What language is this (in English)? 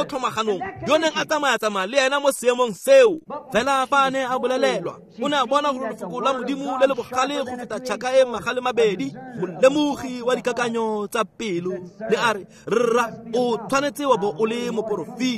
Tswana